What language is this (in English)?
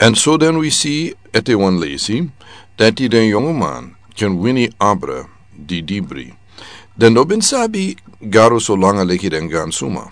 Sranan Tongo